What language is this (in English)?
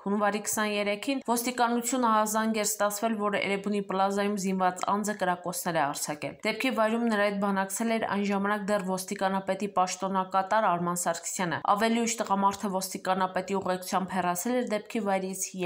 Armenian